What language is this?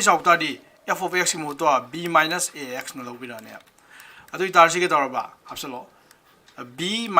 Manipuri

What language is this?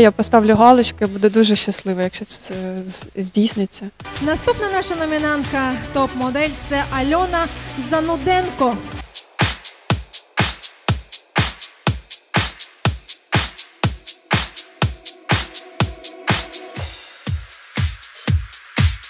Ukrainian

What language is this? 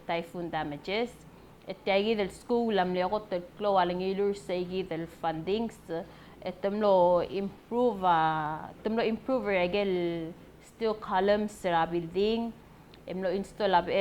Palauan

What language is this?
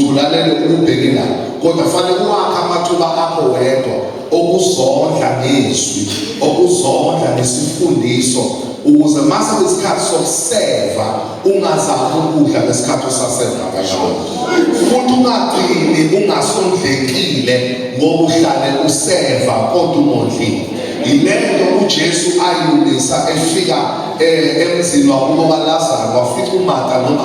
Zulu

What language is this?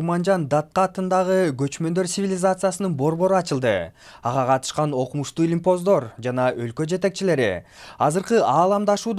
Kyrgyz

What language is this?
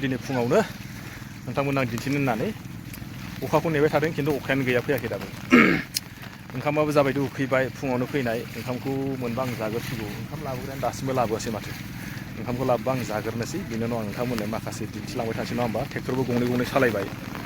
Bodo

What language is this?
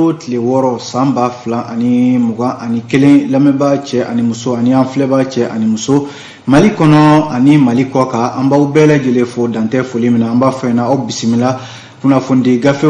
Bambara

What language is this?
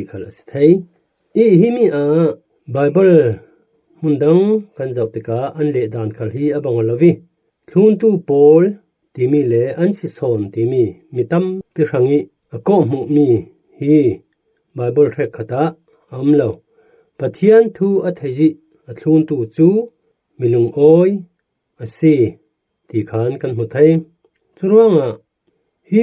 Falam Chin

